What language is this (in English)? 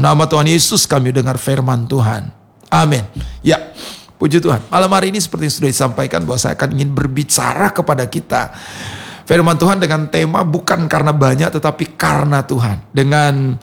Indonesian